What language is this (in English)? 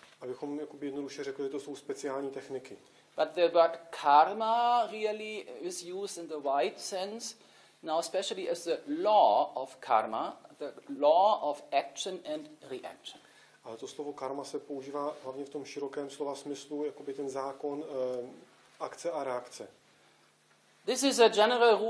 Czech